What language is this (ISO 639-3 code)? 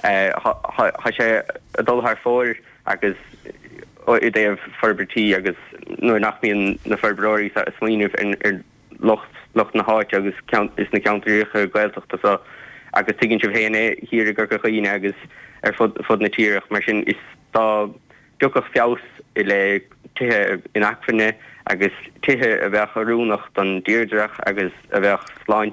gle